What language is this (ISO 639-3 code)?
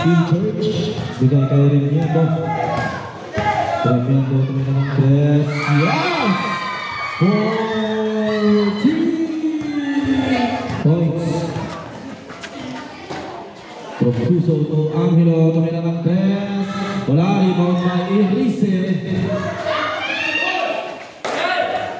fil